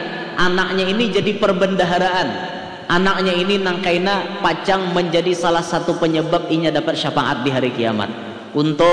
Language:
Banjar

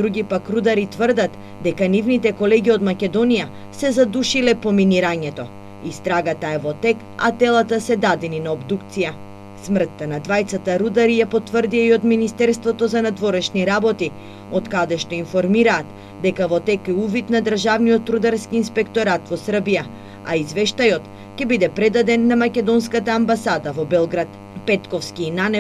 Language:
Macedonian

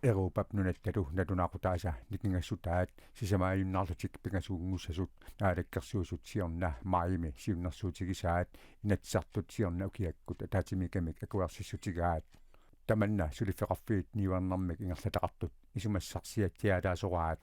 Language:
Kalaallisut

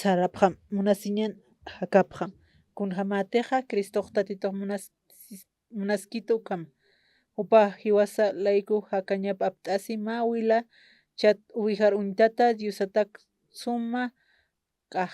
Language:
Aymara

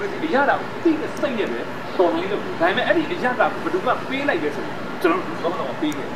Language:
Burmese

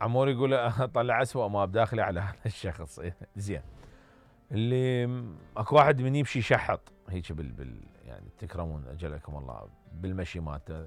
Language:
Mesopotamian Arabic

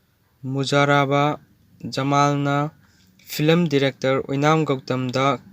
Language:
Manipuri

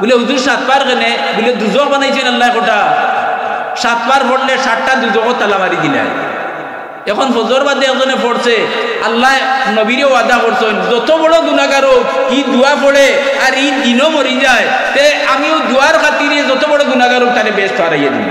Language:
Sylheti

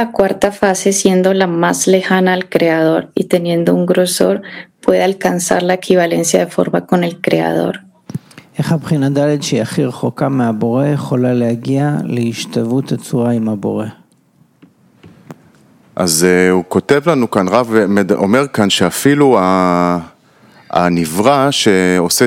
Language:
Hebrew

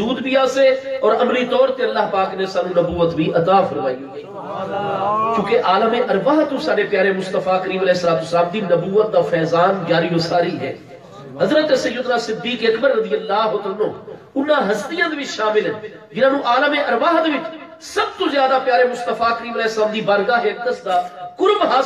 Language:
Saraiki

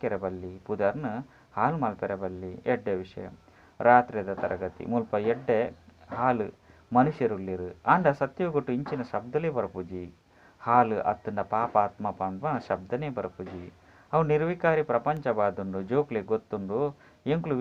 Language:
Tulu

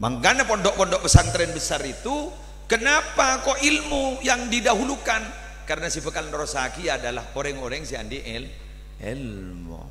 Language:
Madurese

